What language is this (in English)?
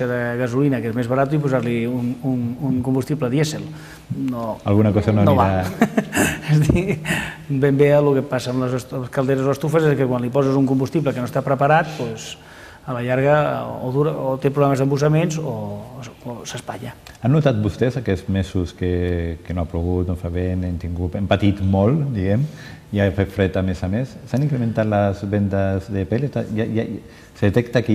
Catalan